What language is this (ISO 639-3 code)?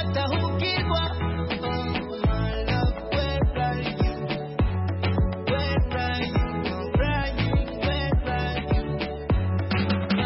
kin